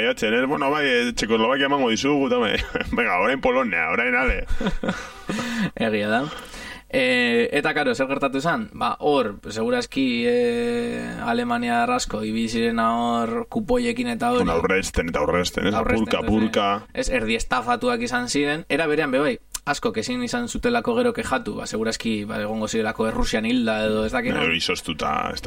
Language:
Basque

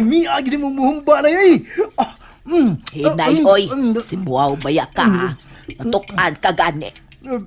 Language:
Cebuano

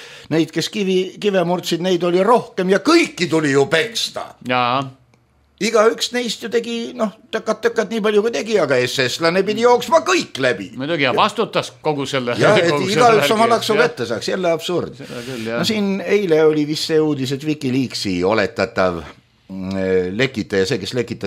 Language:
Estonian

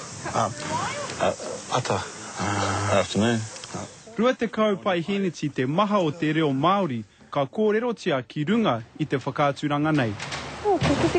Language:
Māori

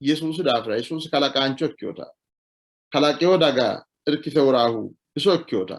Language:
Sidamo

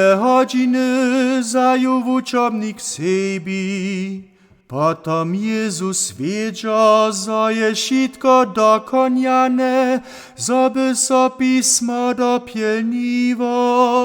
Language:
Upper Sorbian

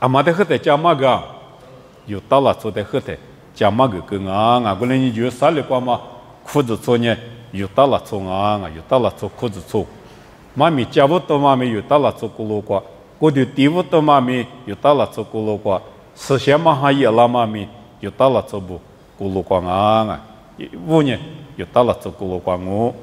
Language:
Lisu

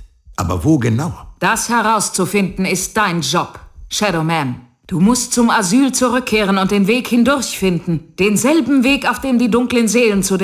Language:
Bavarian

